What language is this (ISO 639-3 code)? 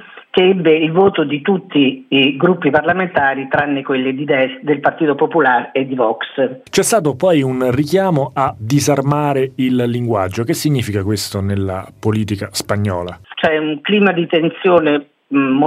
ita